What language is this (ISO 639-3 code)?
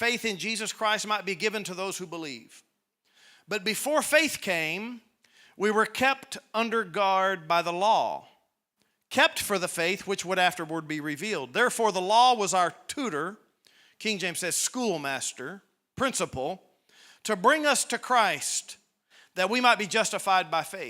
eng